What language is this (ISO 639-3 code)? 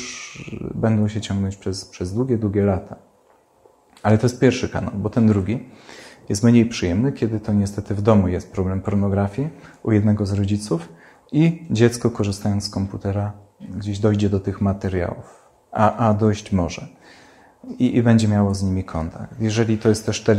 pol